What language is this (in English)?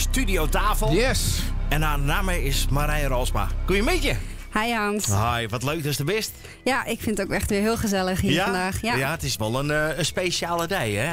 Western Frisian